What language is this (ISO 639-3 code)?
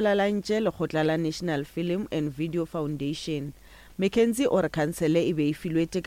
nso